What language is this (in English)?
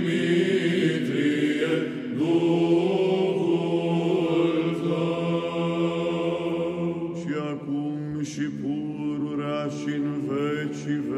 Romanian